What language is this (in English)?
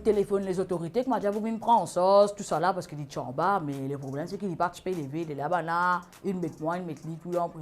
Morisyen